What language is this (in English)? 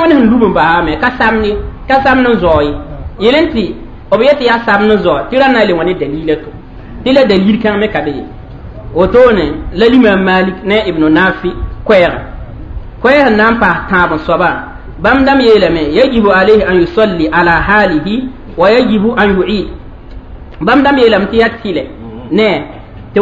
Mossi